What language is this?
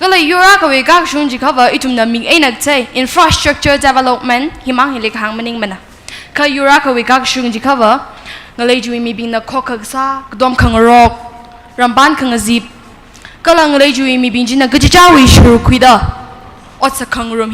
Tangkhul Naga (India)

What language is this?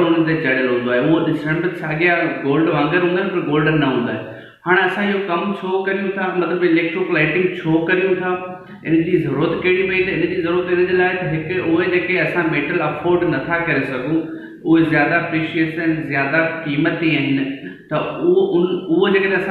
Sindhi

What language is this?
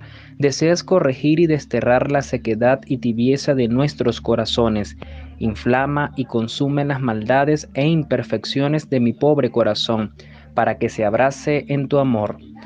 Spanish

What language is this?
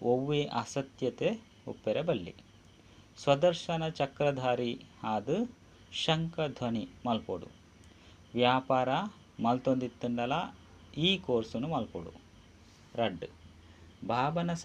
Tulu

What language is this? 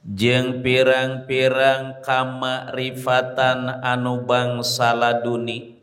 Sundanese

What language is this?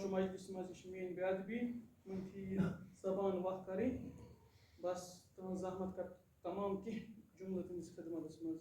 Kashmiri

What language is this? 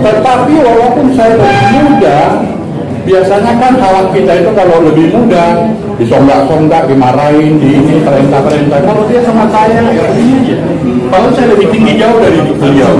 Batak Angkola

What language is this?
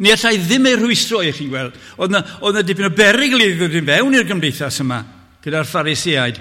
Welsh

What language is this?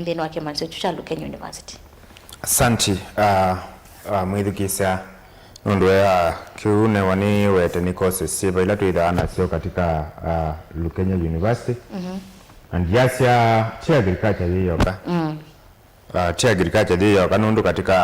Kamba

